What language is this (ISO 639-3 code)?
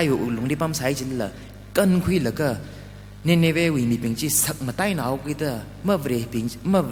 nmf